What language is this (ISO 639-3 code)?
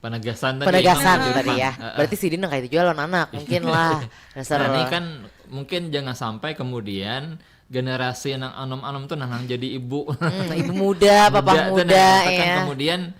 bjn